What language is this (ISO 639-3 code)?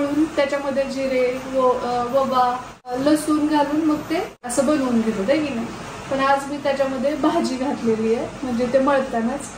mar